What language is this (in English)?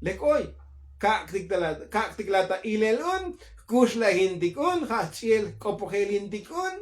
Tzotzil